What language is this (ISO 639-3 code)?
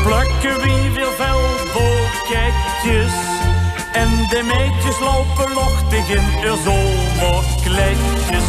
lim